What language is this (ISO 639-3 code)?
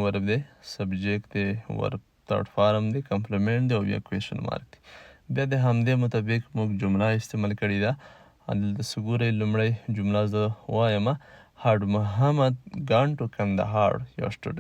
pus